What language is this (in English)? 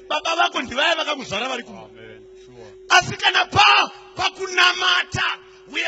Shona